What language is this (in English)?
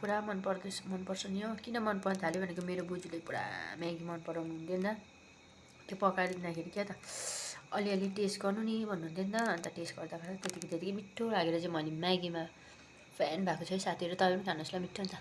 Nepali